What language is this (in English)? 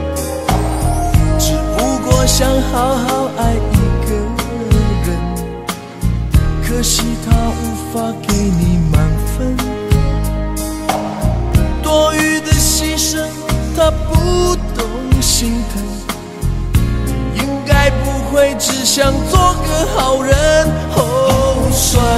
Chinese